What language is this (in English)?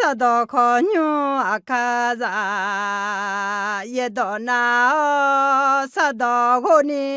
Akha